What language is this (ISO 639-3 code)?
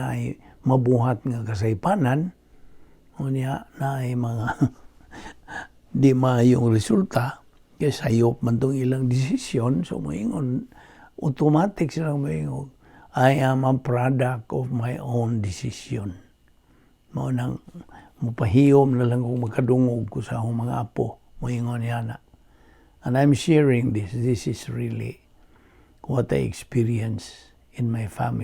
ceb